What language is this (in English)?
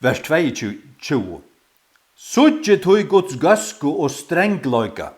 Faroese